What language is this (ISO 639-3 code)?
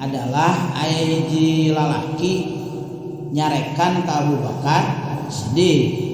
sun